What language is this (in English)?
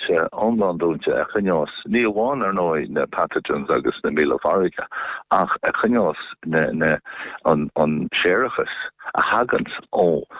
Irish